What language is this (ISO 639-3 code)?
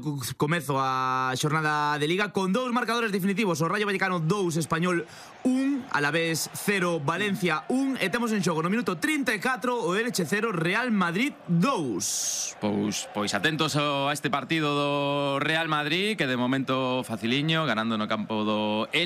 glg